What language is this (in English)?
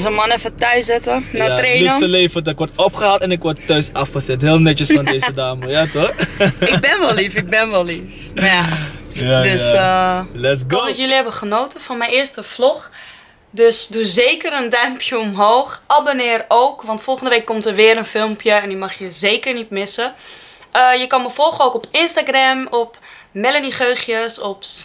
Dutch